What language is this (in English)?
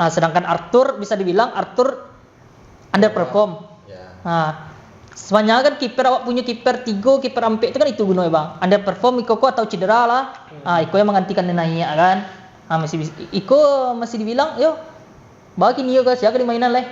Minangkabau